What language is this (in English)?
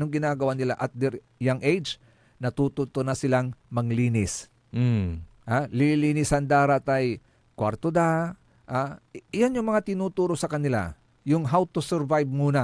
Pangasinan